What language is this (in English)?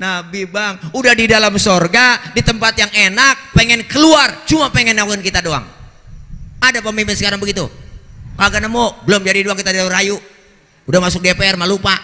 Betawi